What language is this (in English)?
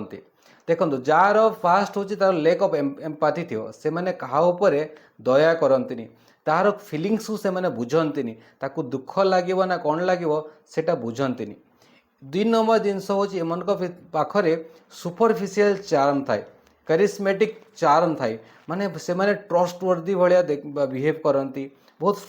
Odia